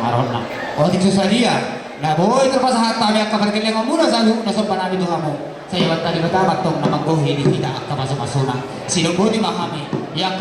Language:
Batak Toba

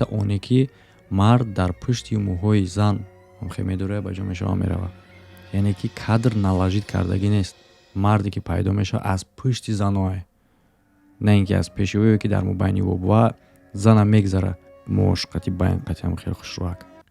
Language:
Tajik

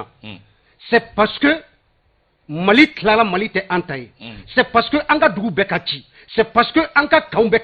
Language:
Bambara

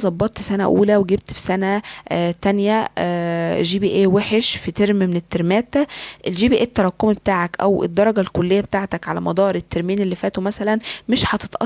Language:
Egyptian Arabic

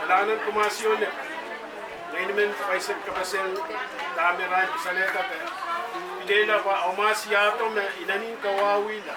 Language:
Pohnpeian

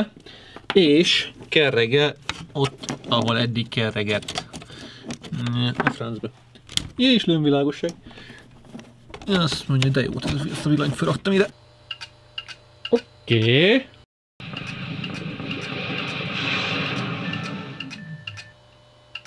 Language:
Hungarian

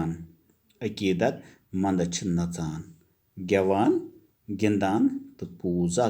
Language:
Kashmiri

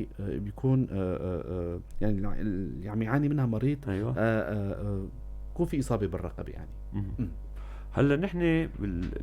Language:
North Levantine Arabic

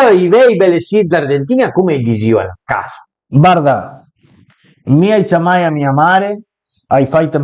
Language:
Piedmontese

